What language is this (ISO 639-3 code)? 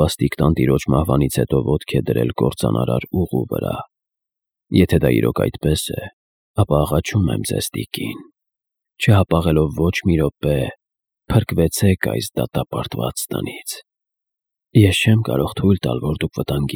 hye